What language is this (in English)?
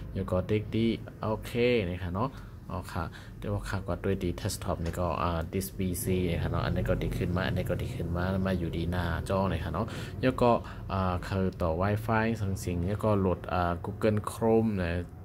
Shan